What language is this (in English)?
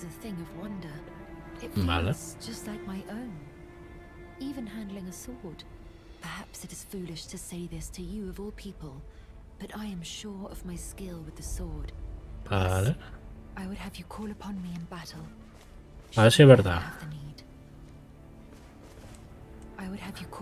Spanish